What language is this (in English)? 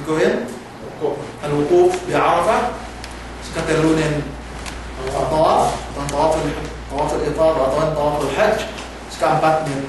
Yakan